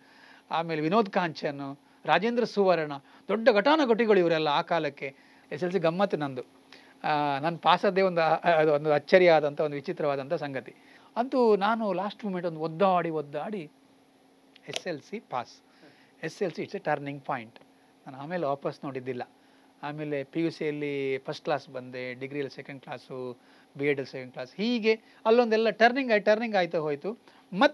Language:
Kannada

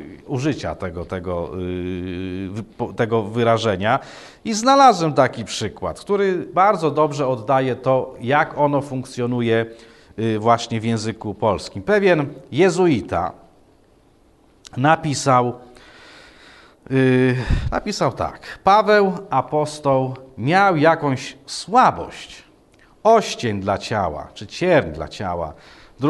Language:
Polish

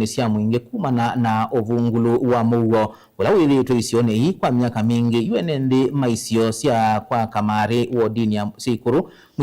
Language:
Kamba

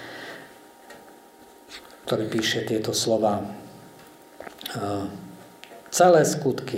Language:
Slovak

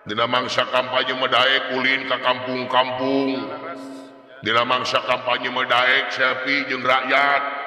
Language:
Sundanese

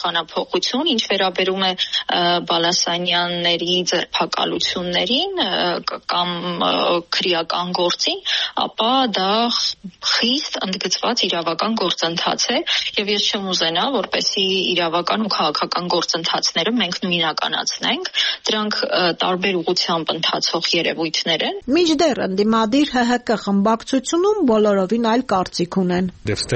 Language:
Armenian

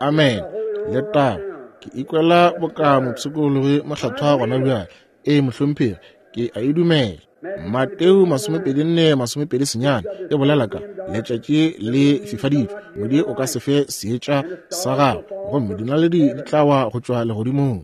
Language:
Northern Sotho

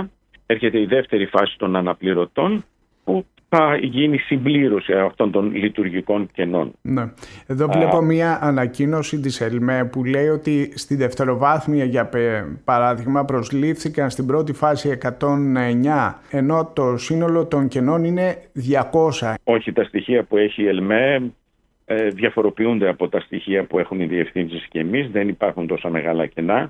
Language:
Greek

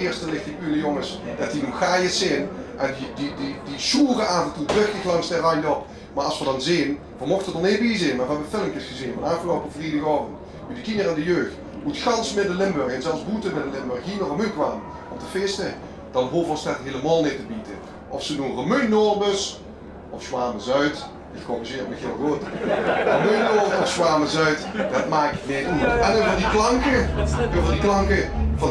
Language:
Limburgish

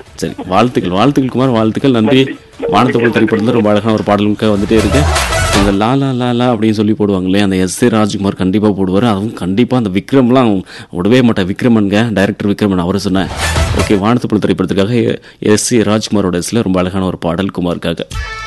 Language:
Tamil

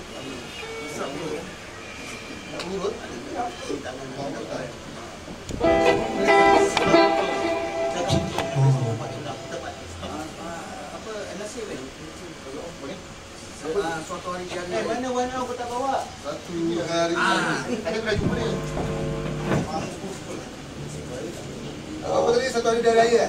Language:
Malay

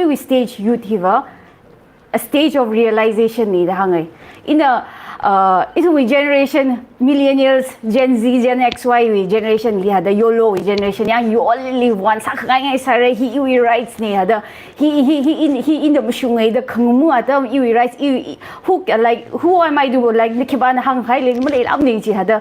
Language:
Tangkhul Naga (India)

